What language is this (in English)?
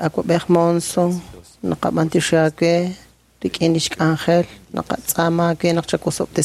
Kekchí